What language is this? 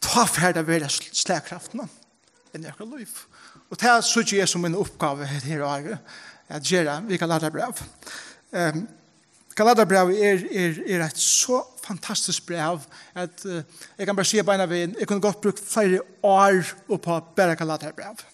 Faroese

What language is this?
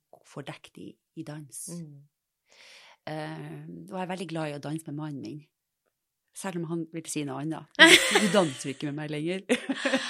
Norwegian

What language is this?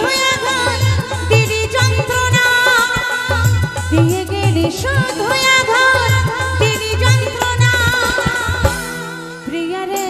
Bangla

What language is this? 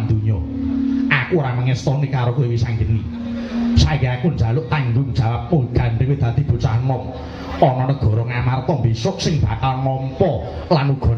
Javanese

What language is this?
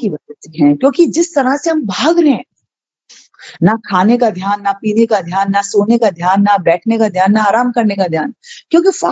Hindi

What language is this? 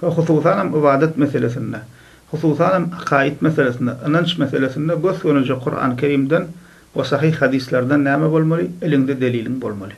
Turkmen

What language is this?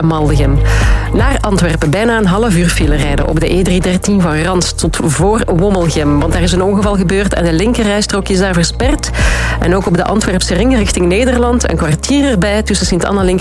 Dutch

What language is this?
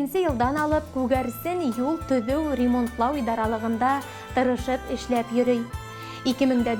Bashkir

